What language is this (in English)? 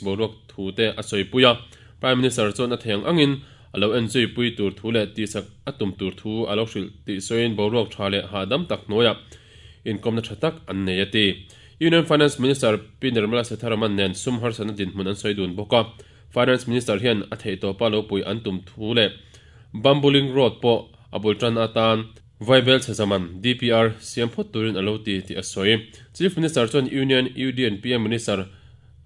Mizo